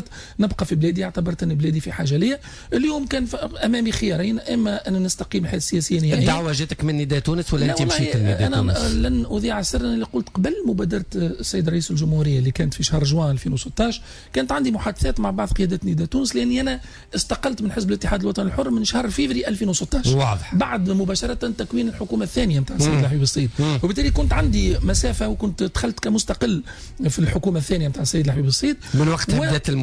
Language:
Tunisian Arabic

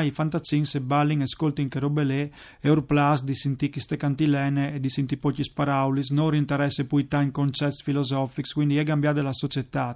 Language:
Friulian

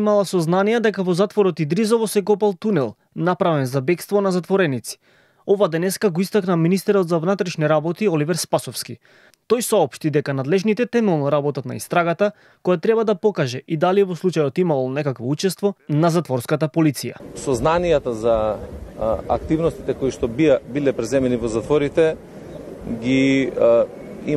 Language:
Macedonian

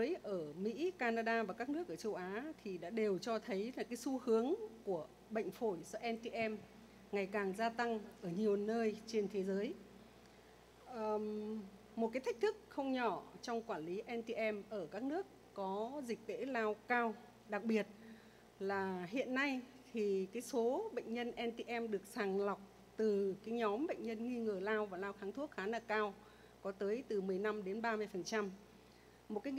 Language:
Vietnamese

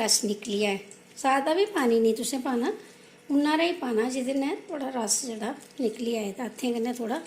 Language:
Dogri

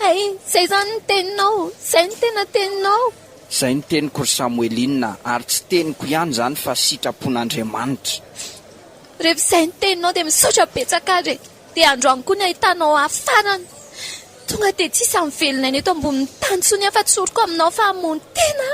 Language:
Malagasy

